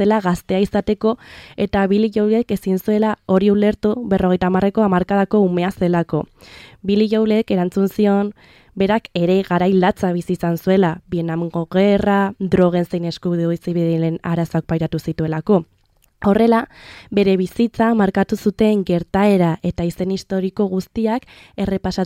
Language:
Basque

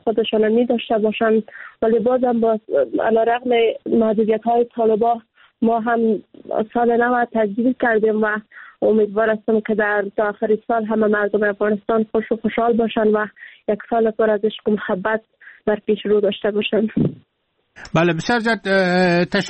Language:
Persian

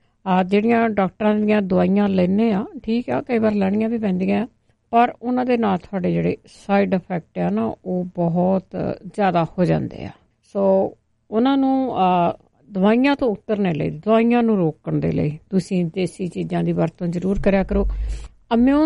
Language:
Punjabi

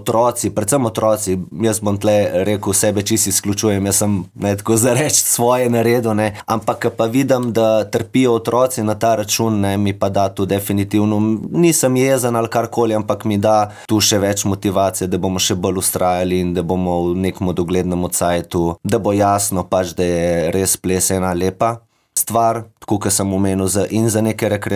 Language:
Slovenian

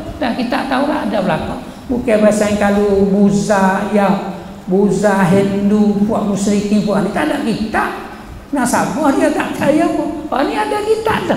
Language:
Malay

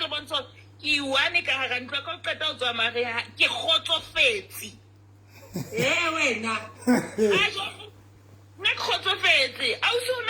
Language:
Southern Sotho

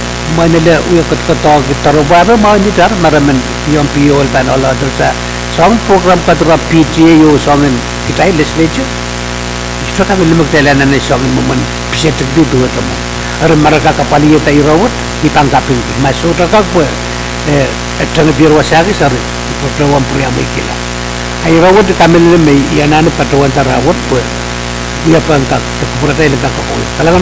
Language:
Pohnpeian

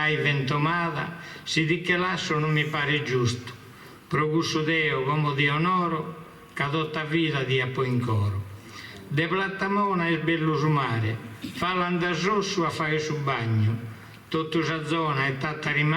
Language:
Sardinian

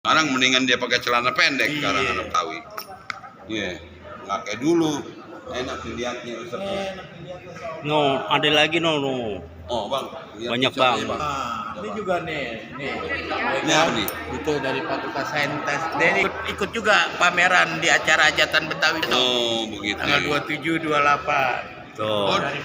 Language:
Betawi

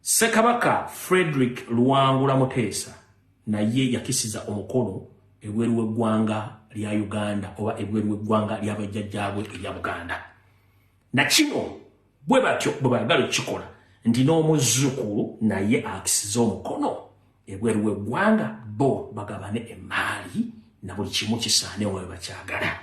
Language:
Ganda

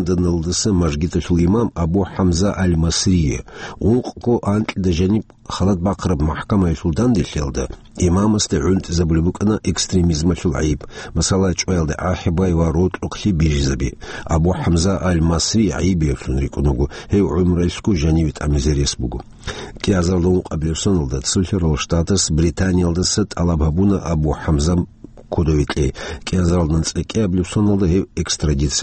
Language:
Avaric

